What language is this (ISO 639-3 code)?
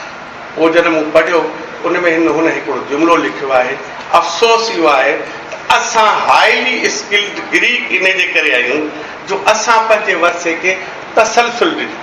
snd